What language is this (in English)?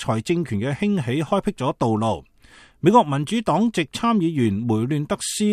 Cantonese